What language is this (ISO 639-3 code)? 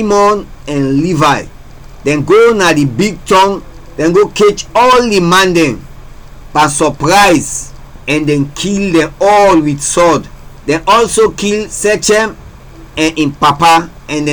kri